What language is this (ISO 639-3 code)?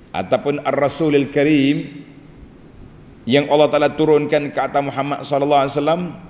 msa